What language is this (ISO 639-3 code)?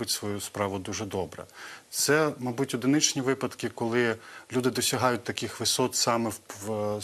ukr